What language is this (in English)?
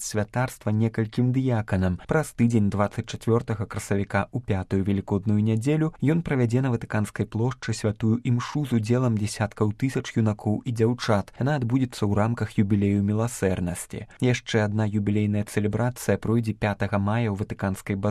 Belarusian